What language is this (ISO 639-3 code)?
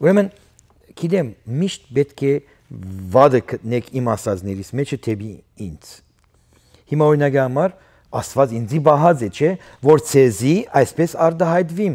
hyw